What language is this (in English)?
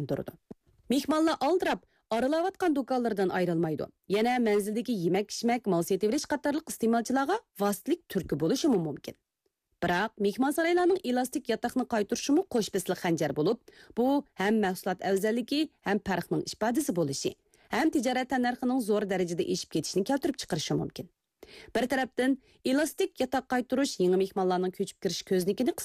Uyghur